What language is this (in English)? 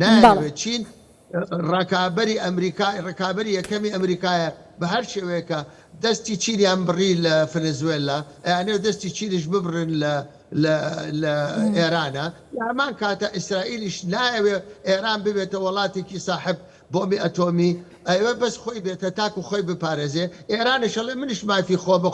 Central Kurdish